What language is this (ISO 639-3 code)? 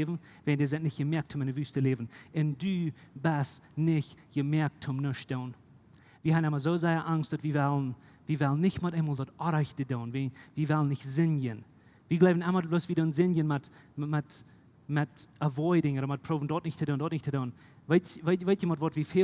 pdt